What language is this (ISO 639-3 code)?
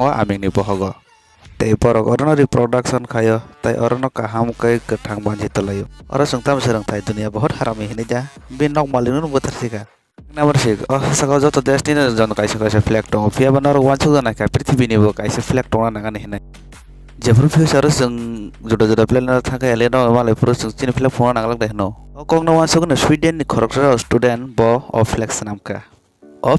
trp